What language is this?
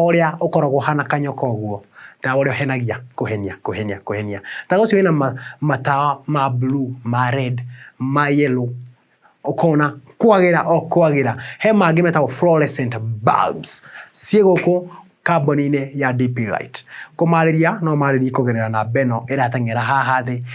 Kikuyu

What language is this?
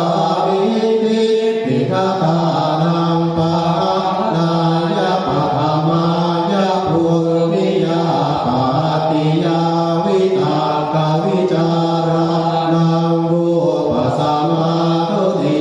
Pali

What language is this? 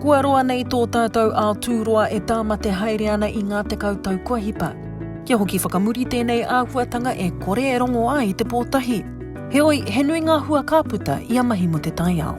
Māori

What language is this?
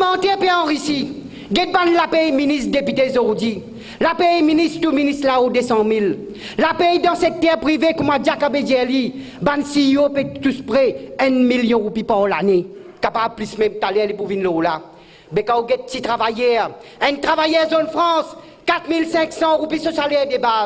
Morisyen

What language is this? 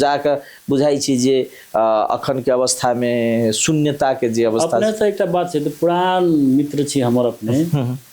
Maithili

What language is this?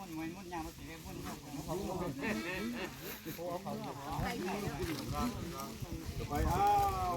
Lao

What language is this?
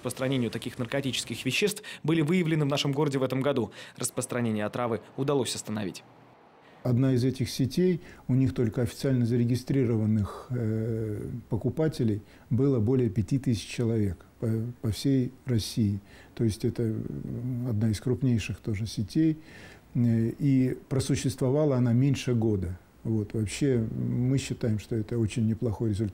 Russian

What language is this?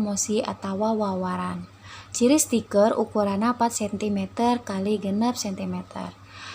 Sundanese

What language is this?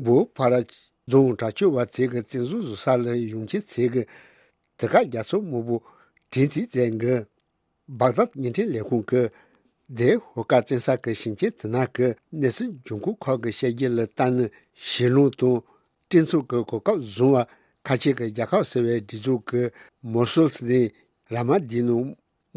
Tibetan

